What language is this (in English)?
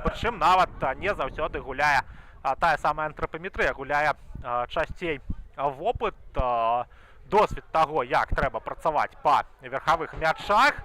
Belarusian